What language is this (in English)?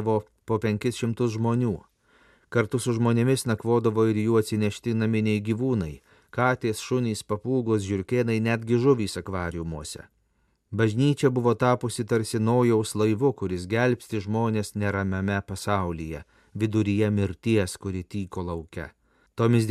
Lithuanian